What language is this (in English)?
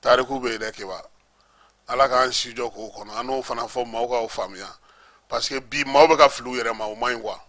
Bambara